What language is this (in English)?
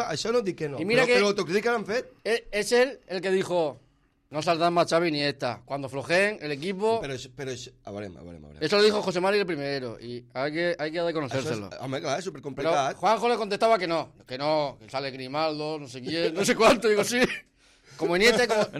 Catalan